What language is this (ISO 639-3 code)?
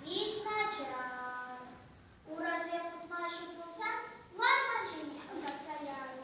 chv